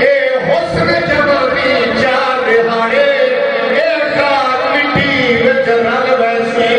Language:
Saraiki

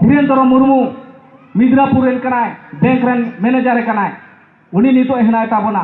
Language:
Santali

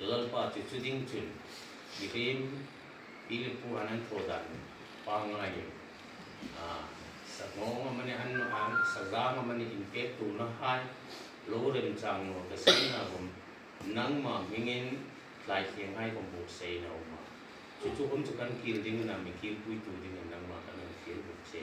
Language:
Hmar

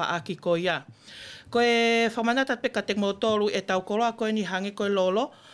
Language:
Tongan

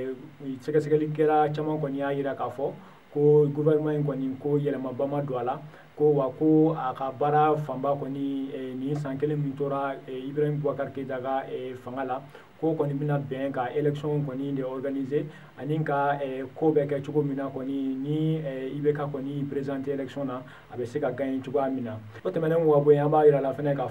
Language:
Bambara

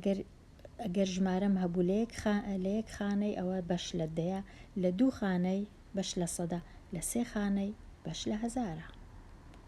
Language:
Central Kurdish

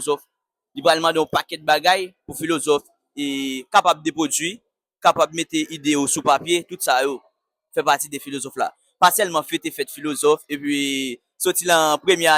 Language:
Haitian Creole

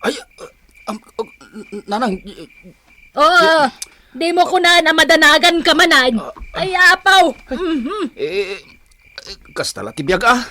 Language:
Iloko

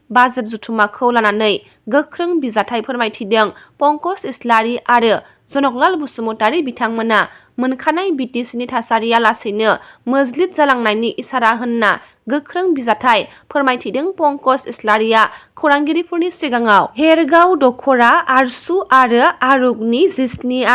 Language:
Bodo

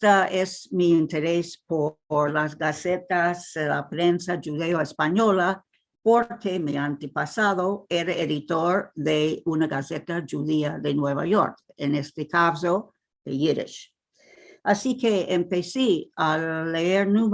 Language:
Ladino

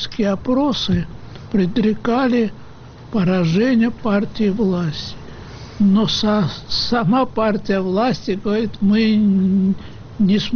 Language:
Russian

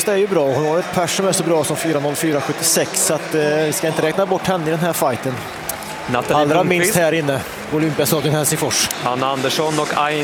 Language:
Swedish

